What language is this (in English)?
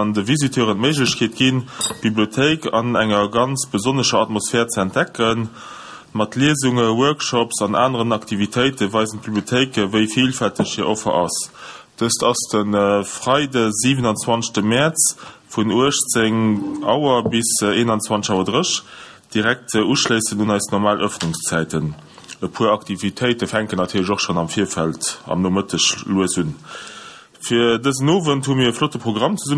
Luxembourgish